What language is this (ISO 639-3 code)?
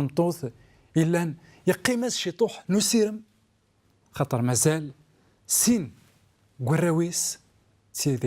kab